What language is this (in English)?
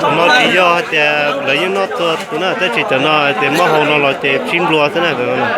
Hmong